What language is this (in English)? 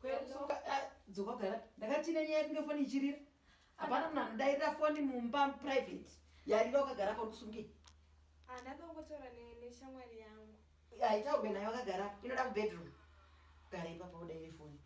Shona